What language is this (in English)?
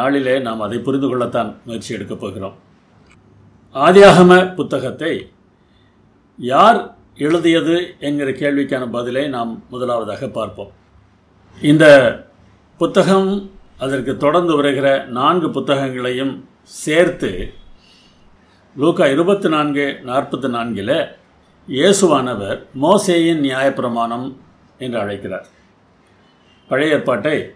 Tamil